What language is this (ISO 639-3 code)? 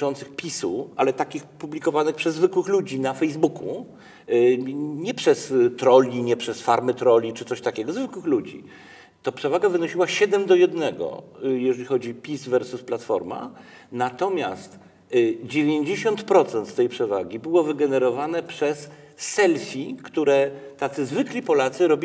pol